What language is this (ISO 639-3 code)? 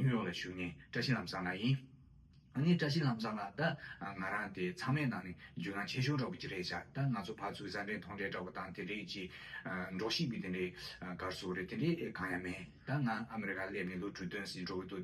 bod